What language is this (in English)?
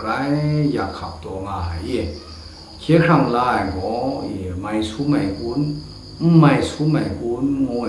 Kachin